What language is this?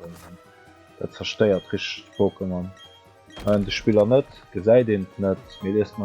Luxembourgish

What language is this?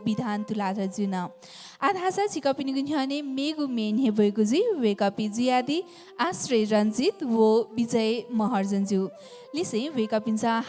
Newari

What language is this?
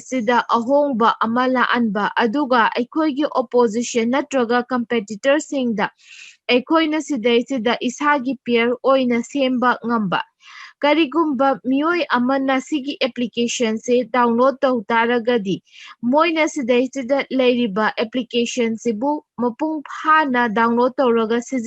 Manipuri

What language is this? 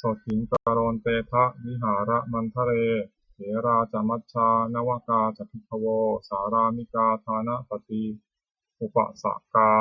Pali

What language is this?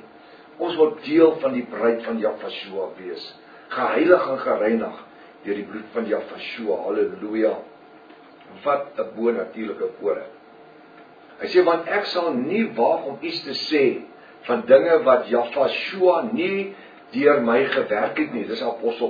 Afrikaans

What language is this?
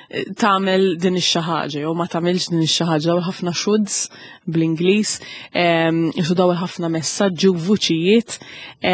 Maltese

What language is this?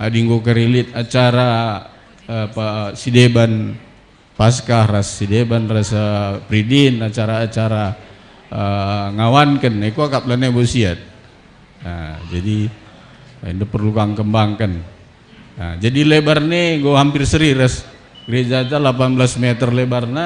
Batak Karo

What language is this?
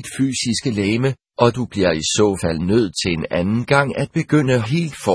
Danish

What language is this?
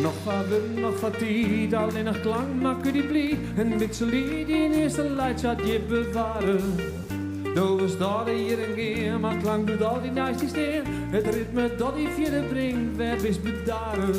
Western Frisian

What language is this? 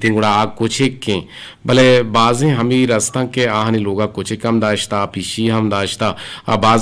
Eastern Balochi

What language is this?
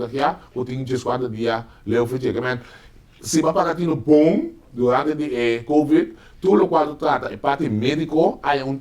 Papiamento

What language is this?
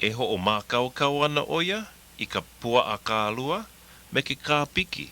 Hawaiian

